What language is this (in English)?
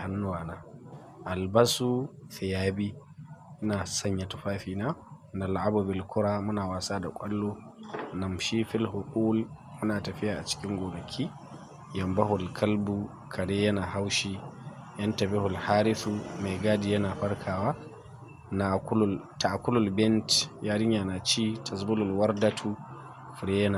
Hausa